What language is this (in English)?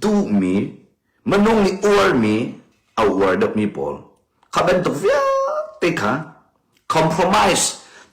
Hakha Chin